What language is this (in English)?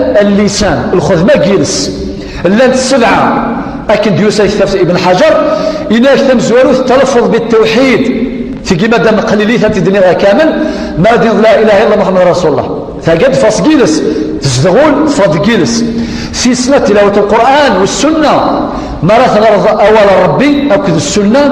Kabyle